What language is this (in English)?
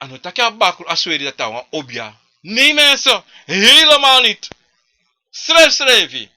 Sranan Tongo